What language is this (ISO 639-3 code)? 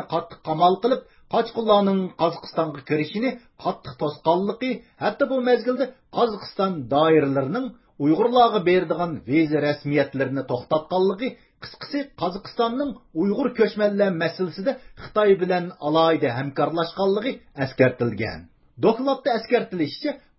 uig